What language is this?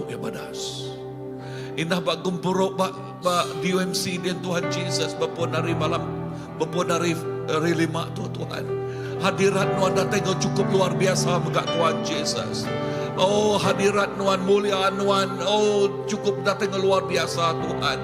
Iban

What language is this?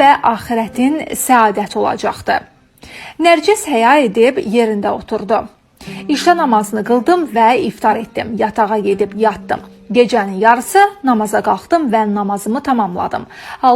Azerbaijani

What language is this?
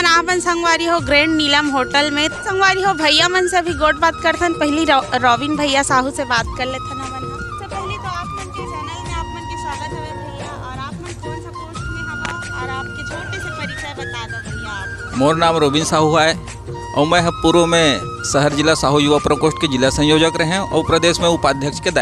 Chhattisgarhi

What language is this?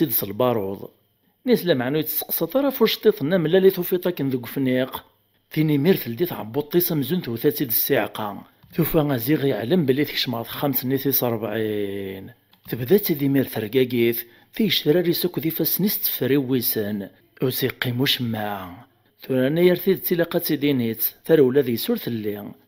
Kabyle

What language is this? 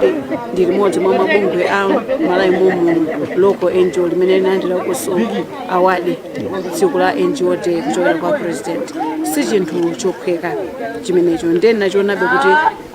Nyanja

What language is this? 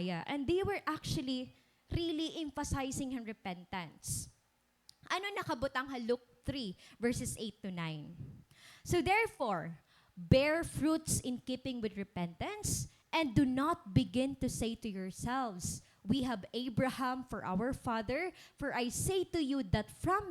Waray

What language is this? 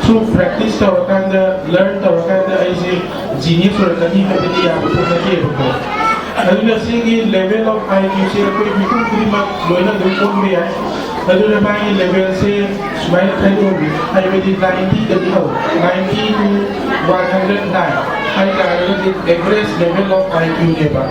Manipuri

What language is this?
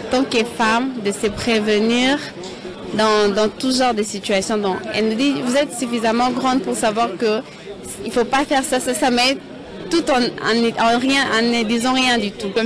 French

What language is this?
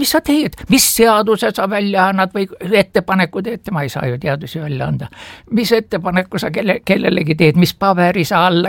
Estonian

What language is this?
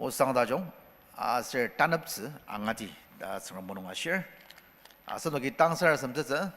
Ao Naga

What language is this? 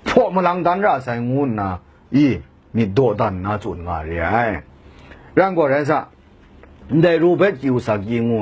Kachin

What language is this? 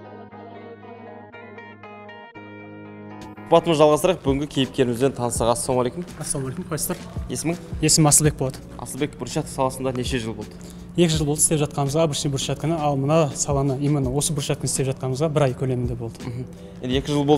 Kazakh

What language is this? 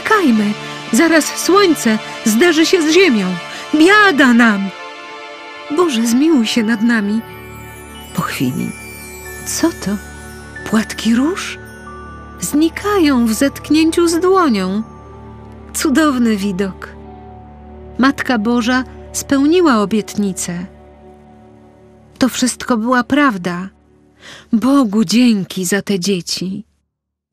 Polish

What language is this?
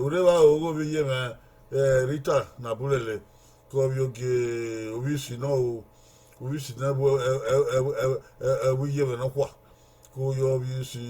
Bini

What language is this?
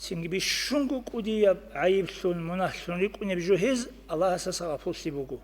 Avaric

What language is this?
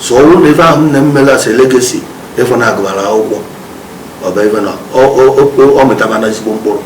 Igbo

